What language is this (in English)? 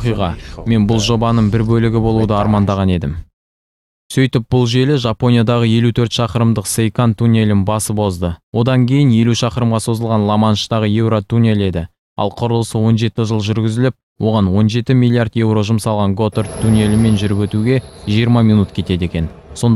Kazakh